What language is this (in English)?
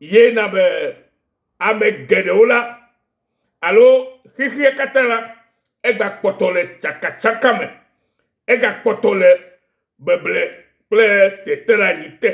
Ewe